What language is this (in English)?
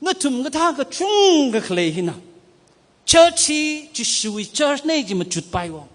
Tangkhul Naga (India)